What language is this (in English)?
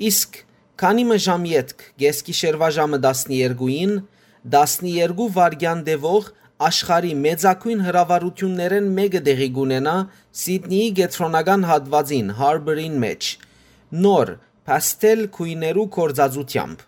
Western Armenian